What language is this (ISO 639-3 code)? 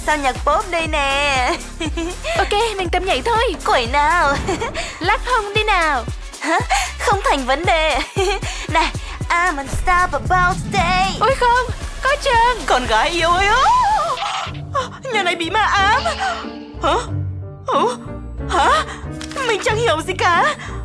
vie